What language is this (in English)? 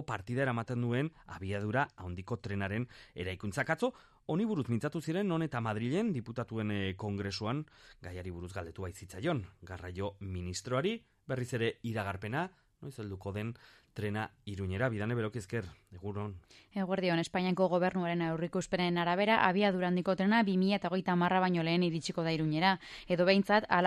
Basque